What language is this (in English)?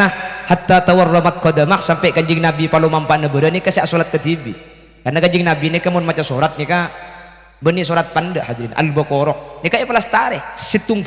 Madurese